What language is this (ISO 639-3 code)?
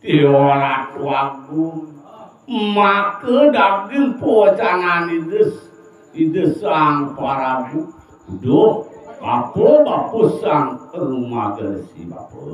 ban